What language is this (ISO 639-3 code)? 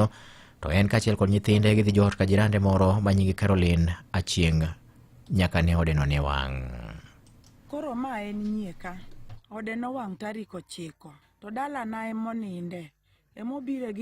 luo